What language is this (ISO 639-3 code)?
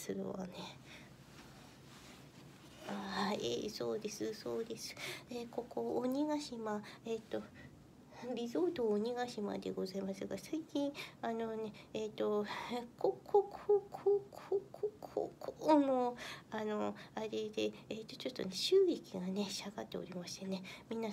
jpn